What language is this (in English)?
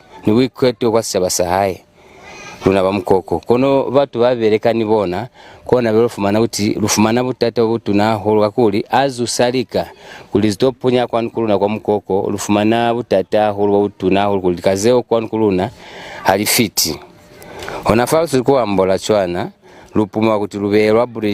Lozi